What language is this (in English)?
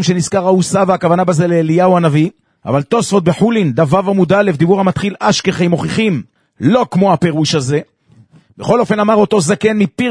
Hebrew